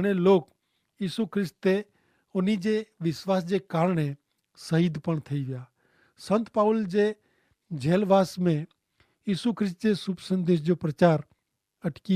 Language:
Kachhi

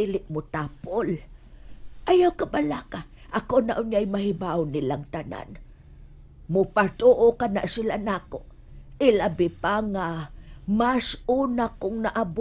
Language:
Cebuano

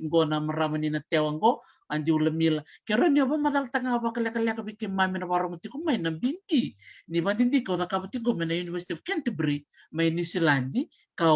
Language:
Fijian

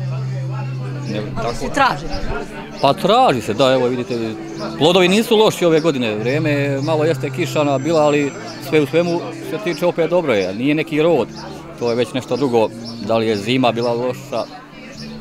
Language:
Serbian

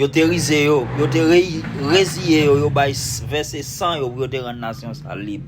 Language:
Haitian Creole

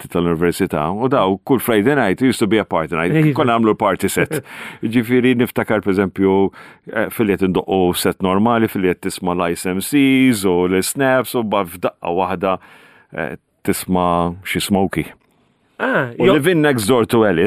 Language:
Maltese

